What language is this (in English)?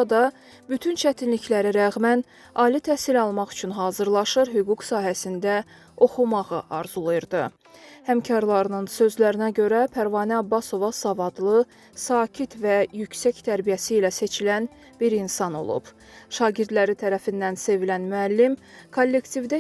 Azerbaijani